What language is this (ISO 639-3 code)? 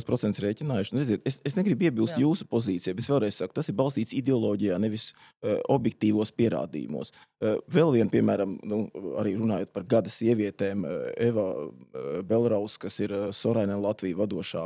lav